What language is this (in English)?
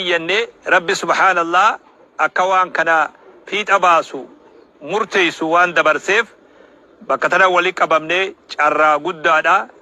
Oromo